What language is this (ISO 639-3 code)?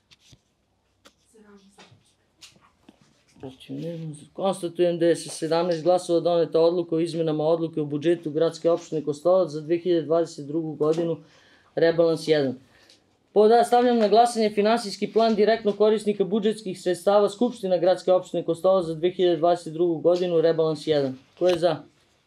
srp